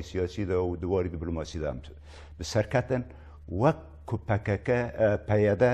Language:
Kurdish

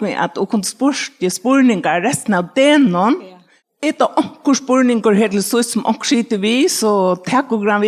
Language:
Faroese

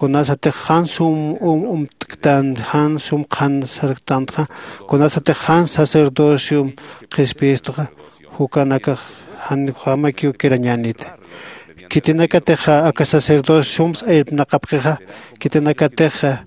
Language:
Aymara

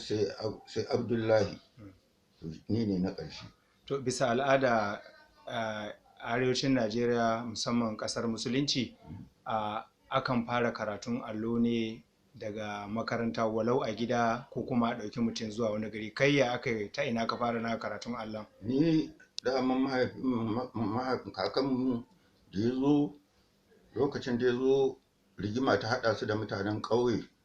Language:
Hausa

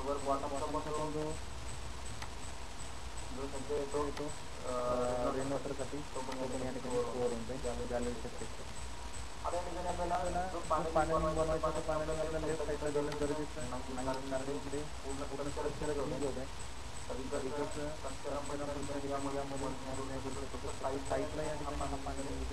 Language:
Marathi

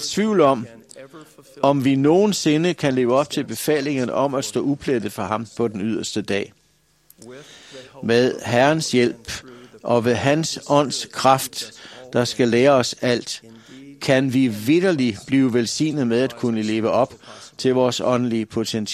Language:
Danish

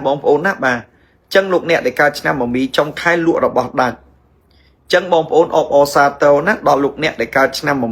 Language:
Khmer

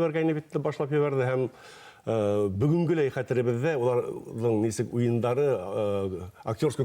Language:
Bashkir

